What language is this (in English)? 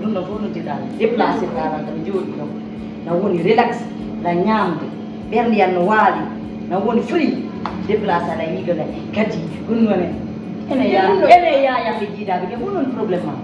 Fula